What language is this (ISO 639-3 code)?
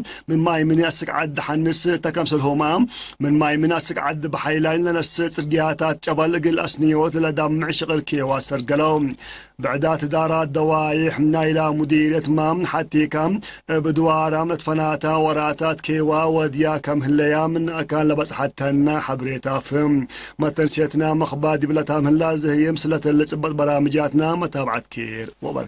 tig